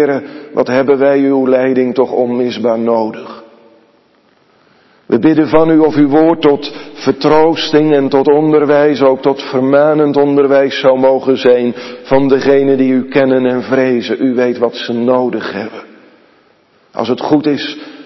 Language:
Dutch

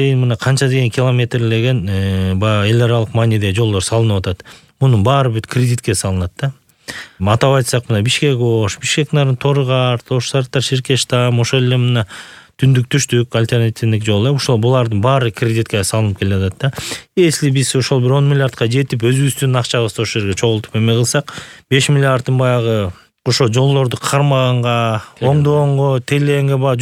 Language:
Kyrgyz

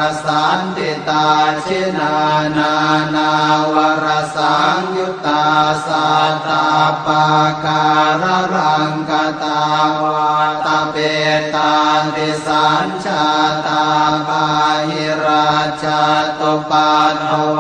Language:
Pali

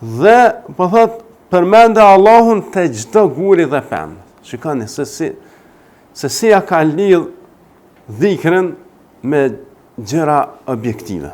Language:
Albanian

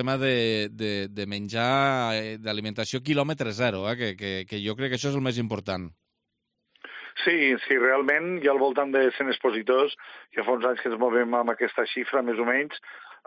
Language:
Catalan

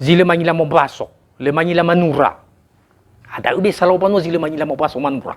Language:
Nias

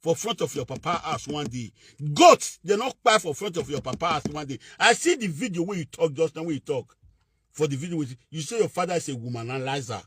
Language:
Nigerian Pidgin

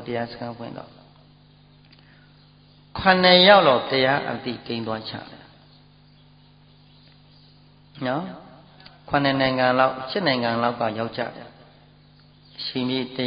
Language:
Burmese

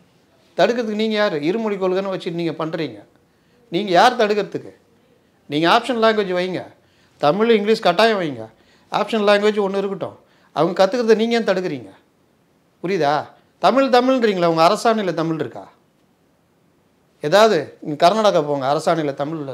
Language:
Tamil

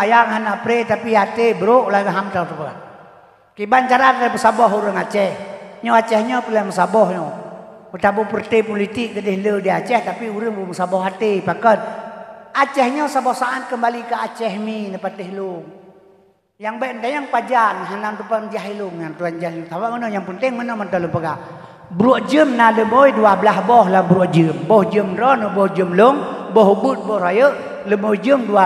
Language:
Achinese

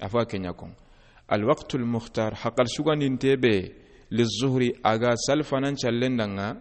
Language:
Soninke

